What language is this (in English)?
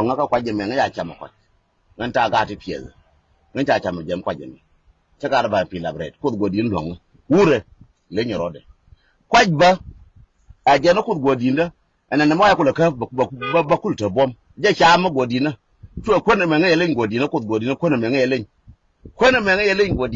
Nuer